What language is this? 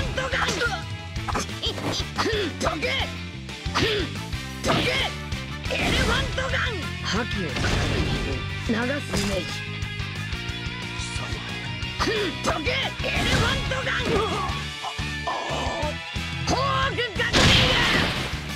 Japanese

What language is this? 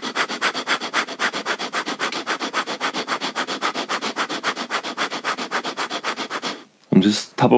Swedish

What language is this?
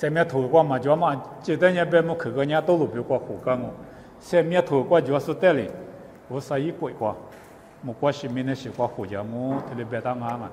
Lisu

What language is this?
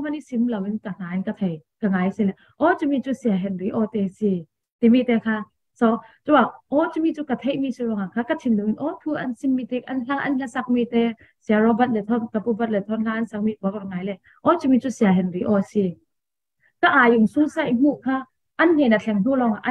Falam Chin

